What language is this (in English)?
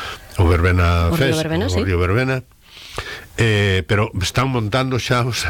Galician